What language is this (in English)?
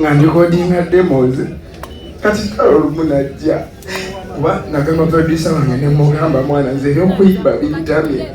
Ganda